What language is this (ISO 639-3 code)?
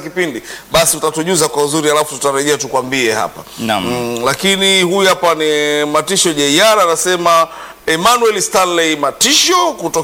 swa